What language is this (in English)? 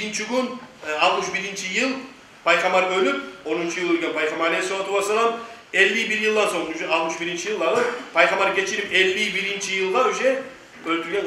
Kumyk